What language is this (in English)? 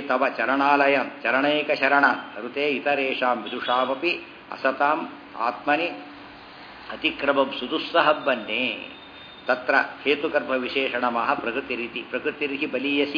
Kannada